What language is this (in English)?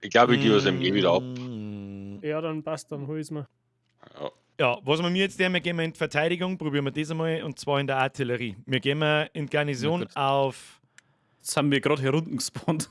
Bavarian